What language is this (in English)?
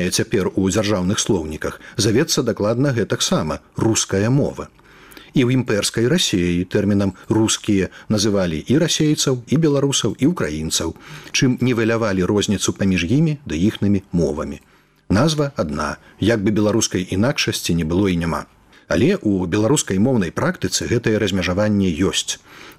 Belarusian